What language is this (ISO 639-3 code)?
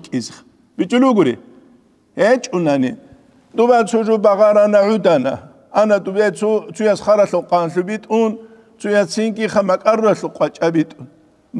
ava